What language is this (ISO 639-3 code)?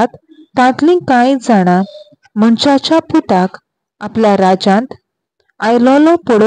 kok